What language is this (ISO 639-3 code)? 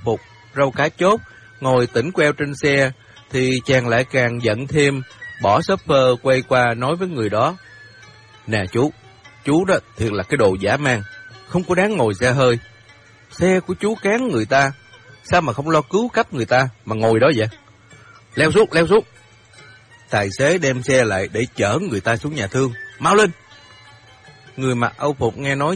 vie